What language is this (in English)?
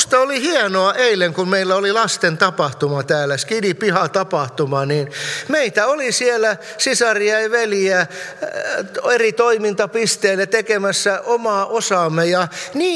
Finnish